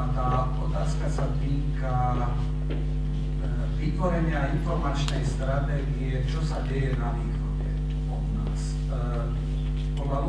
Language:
Slovak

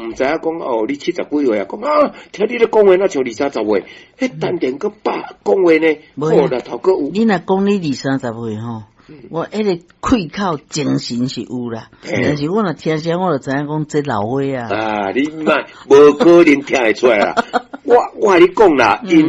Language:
Min Nan Chinese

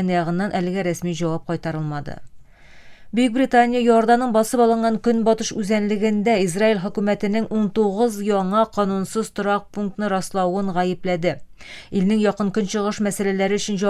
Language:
Tatar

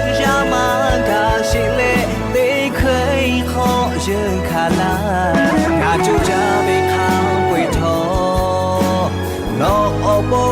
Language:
Lahu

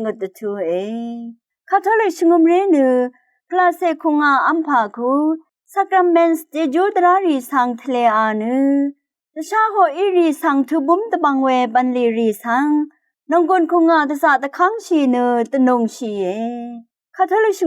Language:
Rawang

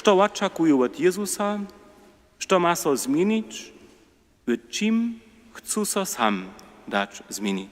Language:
Upper Sorbian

